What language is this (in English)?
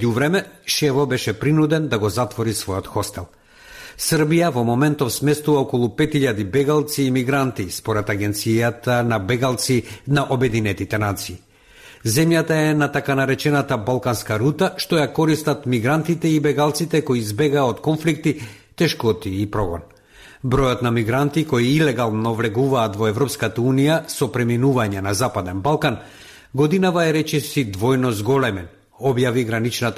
Macedonian